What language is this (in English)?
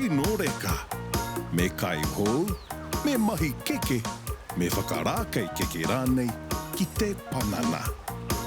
Māori